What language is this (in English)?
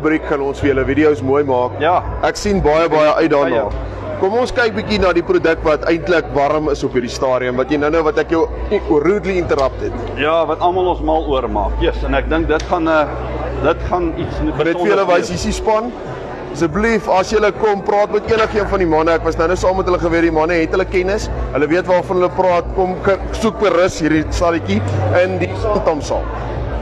Afrikaans